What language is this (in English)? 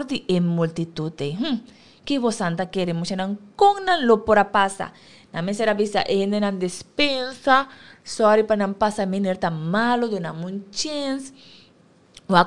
Papiamento